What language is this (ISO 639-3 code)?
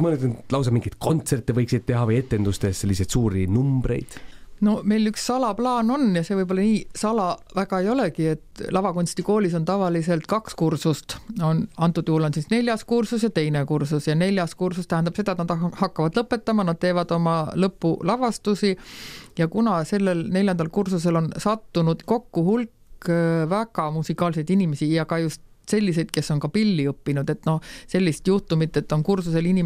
est